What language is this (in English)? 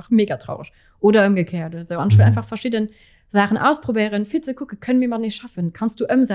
Luxembourgish